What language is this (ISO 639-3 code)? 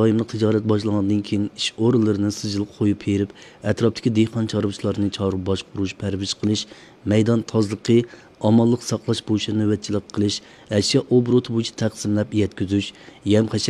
uig